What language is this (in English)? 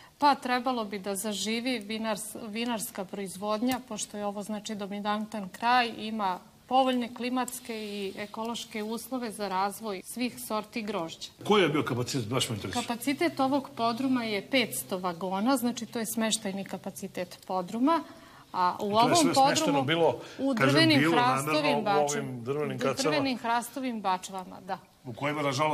Serbian